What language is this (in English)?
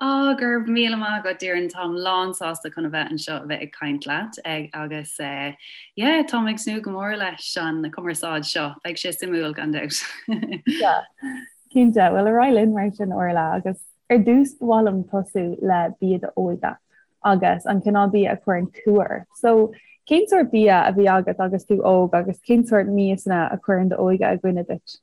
Irish